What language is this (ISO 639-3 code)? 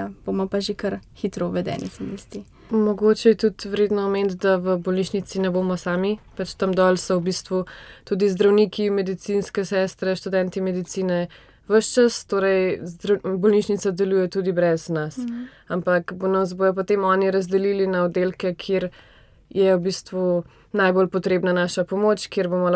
slv